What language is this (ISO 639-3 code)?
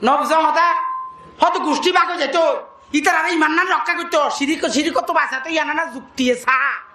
rhg